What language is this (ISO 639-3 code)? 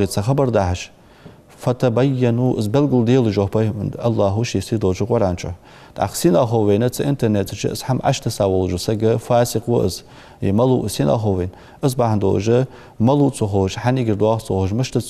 inh